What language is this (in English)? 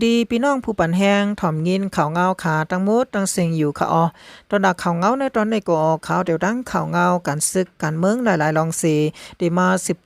Shan